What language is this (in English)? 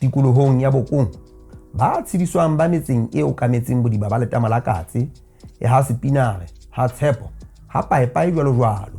Southern Sotho